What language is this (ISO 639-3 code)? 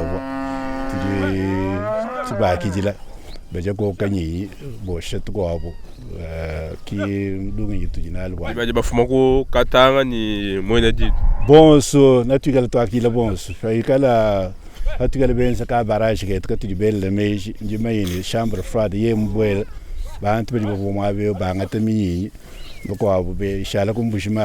lua